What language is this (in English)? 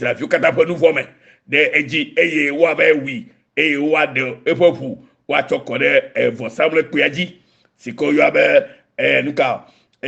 Ewe